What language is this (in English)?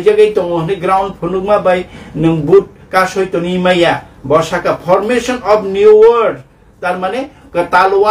Kok Borok